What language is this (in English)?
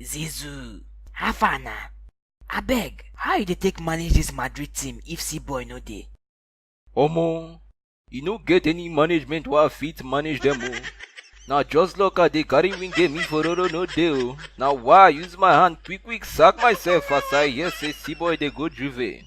Nigerian Pidgin